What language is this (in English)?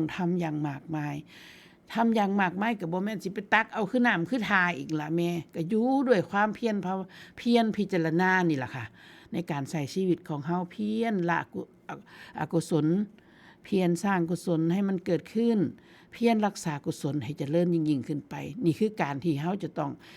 Northeastern Thai